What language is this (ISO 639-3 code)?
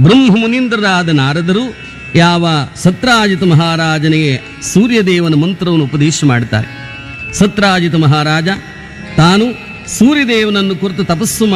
kan